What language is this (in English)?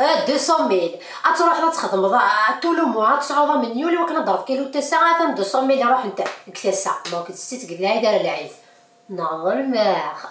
Kabyle